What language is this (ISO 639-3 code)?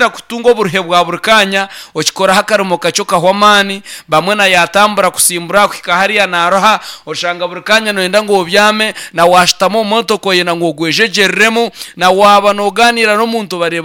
nyn